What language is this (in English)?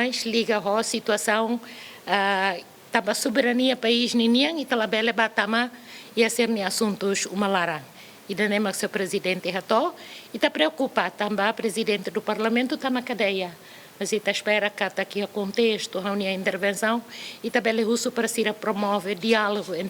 Tetum